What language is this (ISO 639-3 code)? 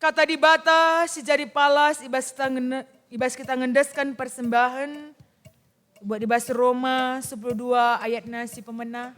btx